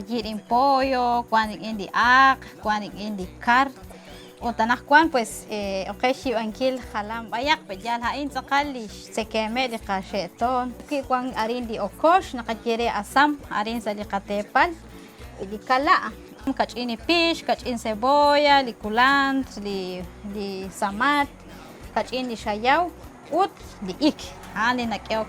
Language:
Kekchí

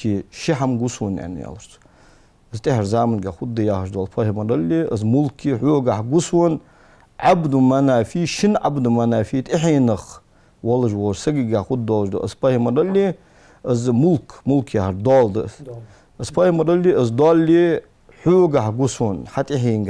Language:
Ingush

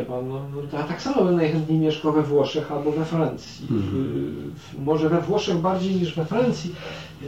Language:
Polish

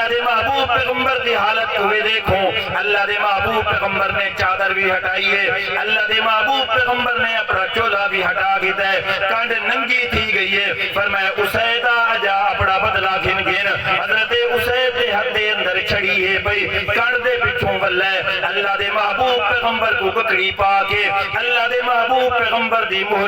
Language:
Saraiki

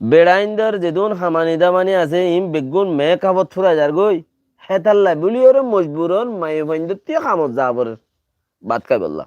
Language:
Rohingya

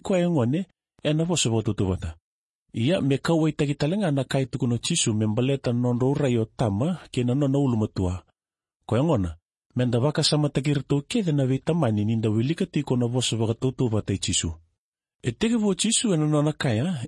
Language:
Fijian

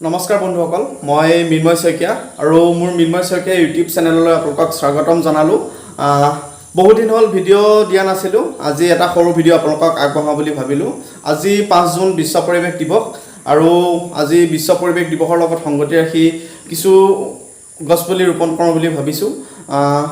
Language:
Assamese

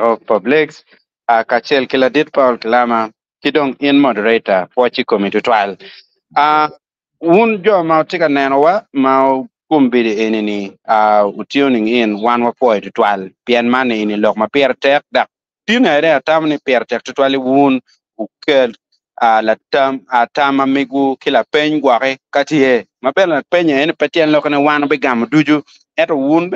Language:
Acoli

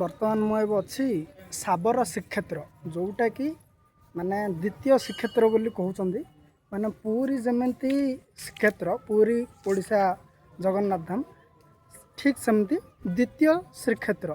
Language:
Odia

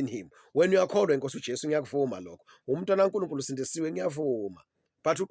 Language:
Zulu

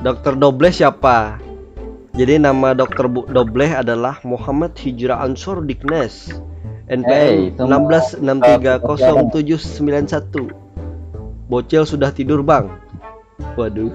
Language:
Banjar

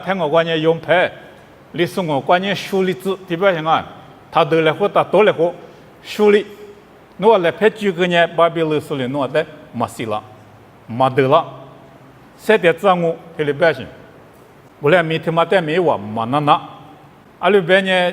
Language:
Lisu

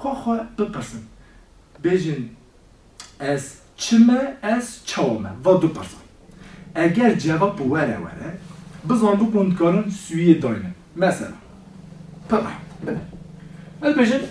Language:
Kurdish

